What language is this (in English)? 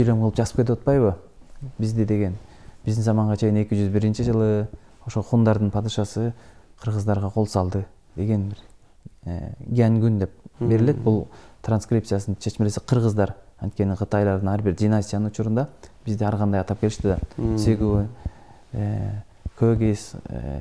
Kyrgyz